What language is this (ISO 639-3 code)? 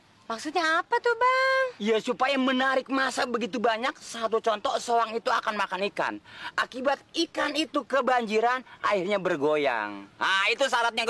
bew